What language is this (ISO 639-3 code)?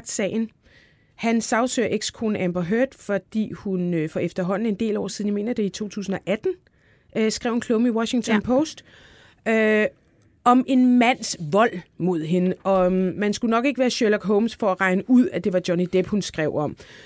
dan